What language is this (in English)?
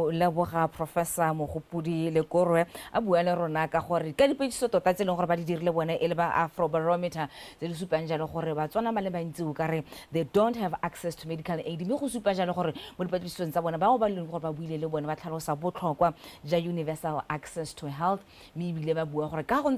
Tswana